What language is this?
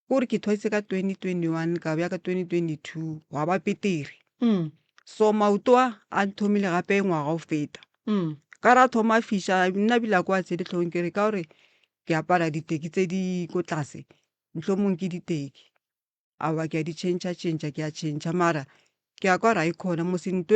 Northern Sotho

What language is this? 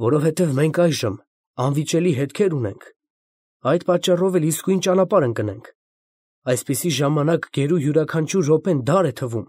Armenian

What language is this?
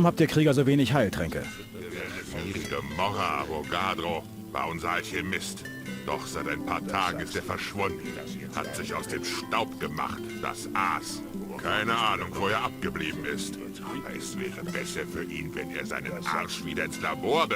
Bavarian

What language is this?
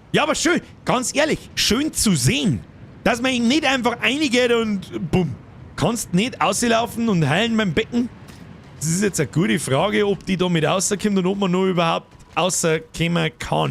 Bavarian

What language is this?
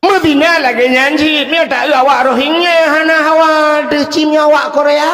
Achinese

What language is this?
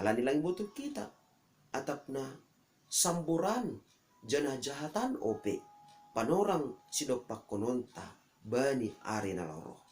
Batak Simalungun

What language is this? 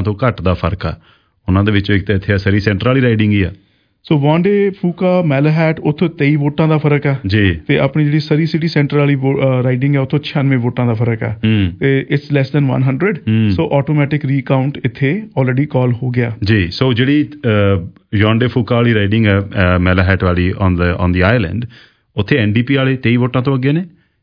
Punjabi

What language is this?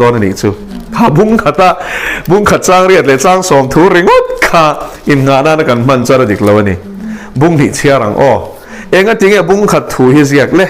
Mizo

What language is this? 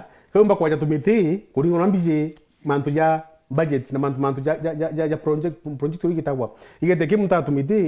Meru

